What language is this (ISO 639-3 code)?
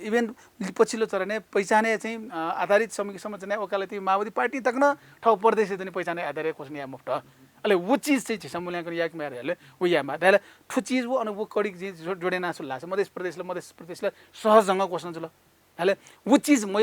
new